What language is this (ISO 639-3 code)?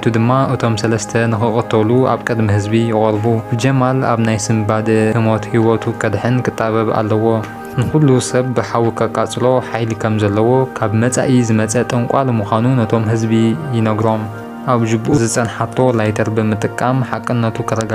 tir